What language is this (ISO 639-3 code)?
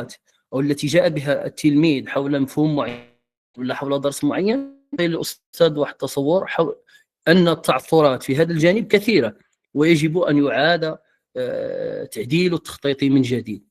ary